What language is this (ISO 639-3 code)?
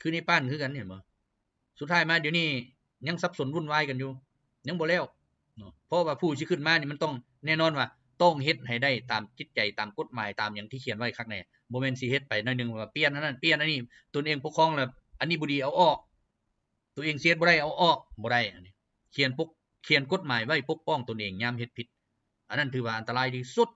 lao